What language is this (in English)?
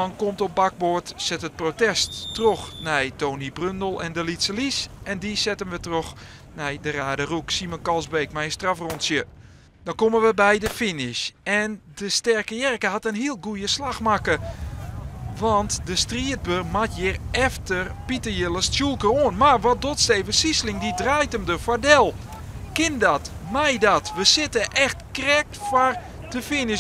Western Frisian